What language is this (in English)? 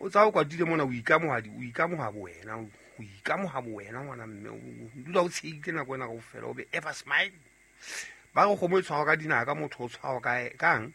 Southern Sotho